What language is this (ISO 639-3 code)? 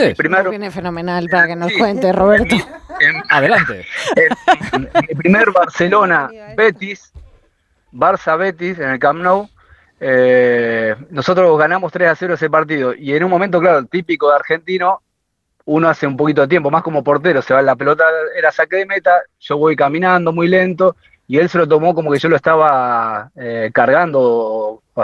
spa